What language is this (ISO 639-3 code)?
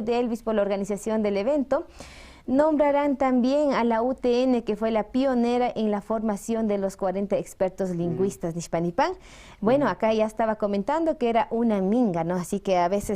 qvi